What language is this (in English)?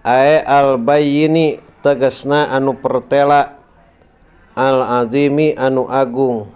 Sundanese